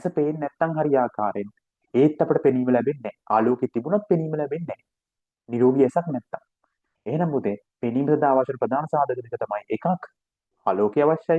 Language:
Sinhala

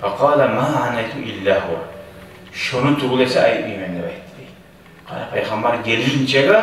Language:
Kumyk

